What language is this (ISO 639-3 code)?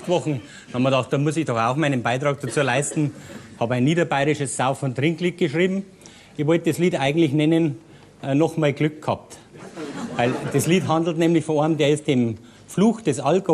bar